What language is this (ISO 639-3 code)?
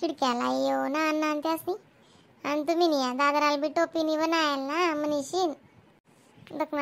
khn